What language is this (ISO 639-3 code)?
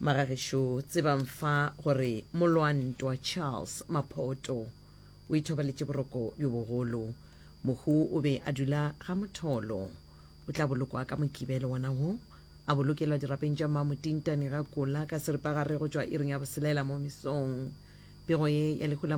nso